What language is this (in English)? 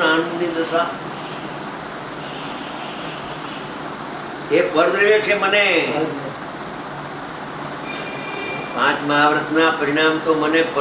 Gujarati